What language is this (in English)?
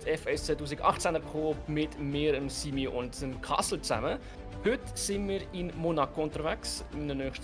Swiss German